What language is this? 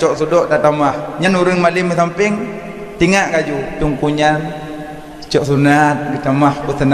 Achinese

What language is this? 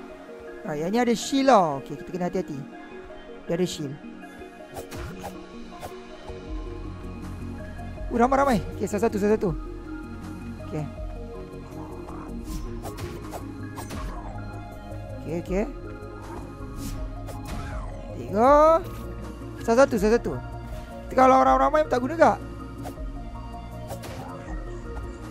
Malay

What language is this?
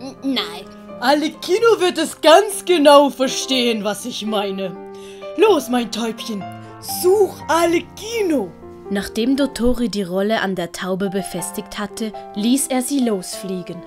Swiss German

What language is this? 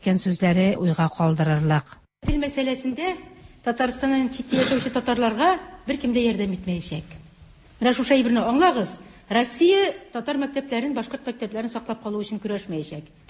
Tatar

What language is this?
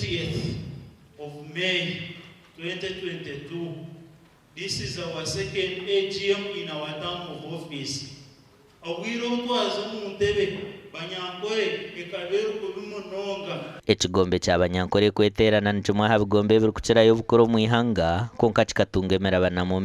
Nyankole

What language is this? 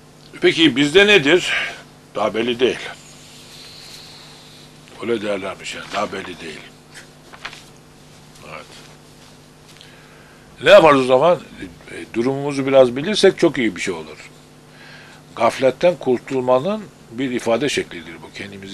Turkish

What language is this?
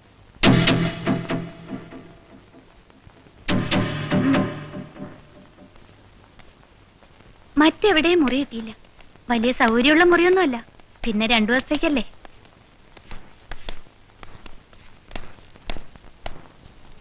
Malayalam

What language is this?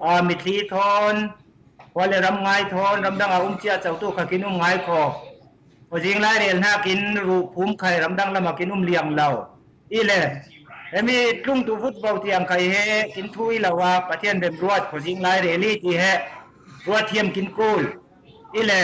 Falam Chin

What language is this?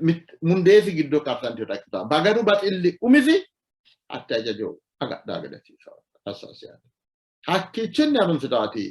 Sidamo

